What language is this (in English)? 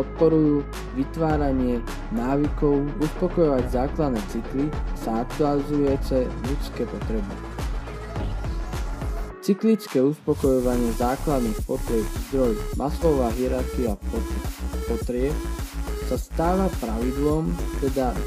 Slovak